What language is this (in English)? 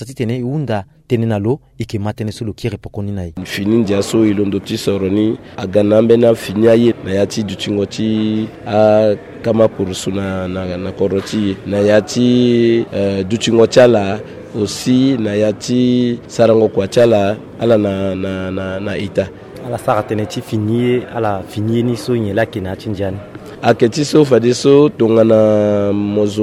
Sango